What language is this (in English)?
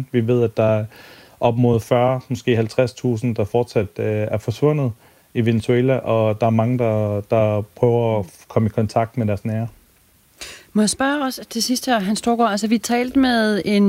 Danish